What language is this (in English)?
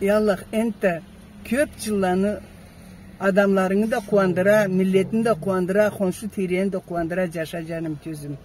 Karachay-Balkar